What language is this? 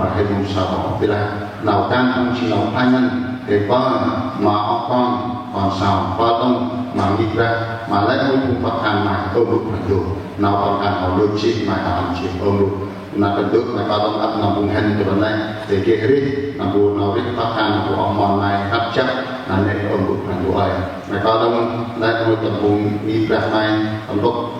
Central Mnong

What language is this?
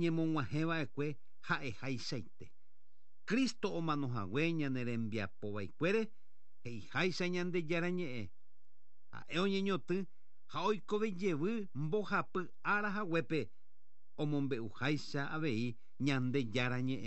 Guarani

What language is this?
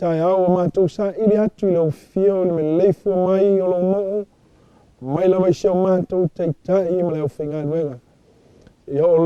Samoan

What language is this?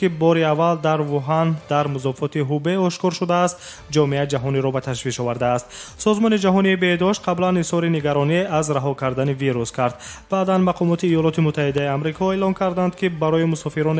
Tajik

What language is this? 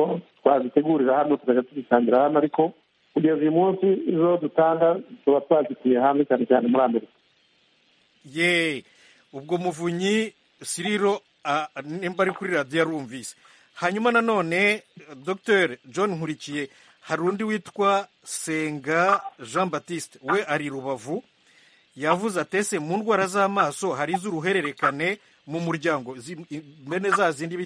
Kinyarwanda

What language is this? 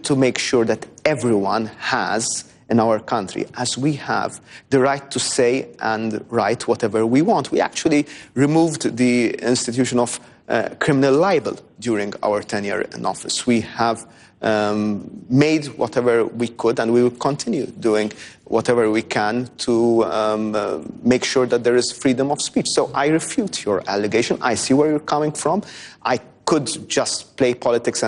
English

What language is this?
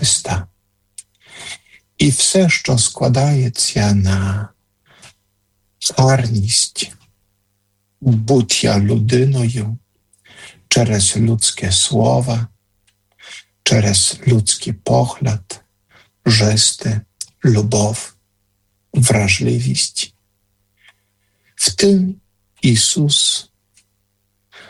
Ukrainian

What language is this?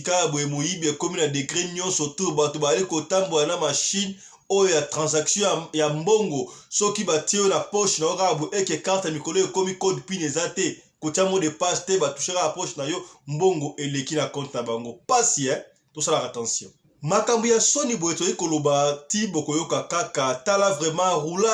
Lingala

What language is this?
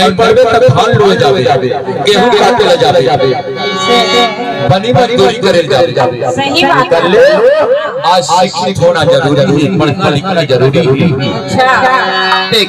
Chhattisgarhi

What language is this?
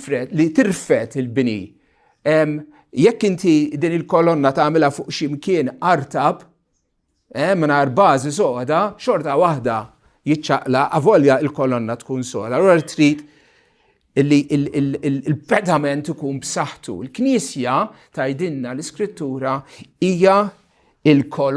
Maltese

